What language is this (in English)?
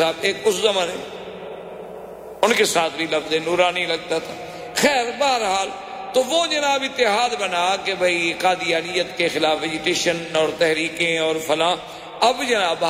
Urdu